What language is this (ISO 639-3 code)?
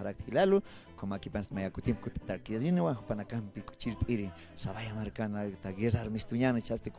aym